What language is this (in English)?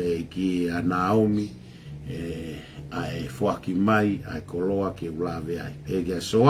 Tongan